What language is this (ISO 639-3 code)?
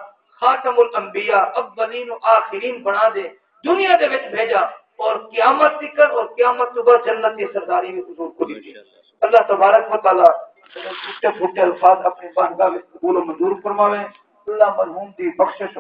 skr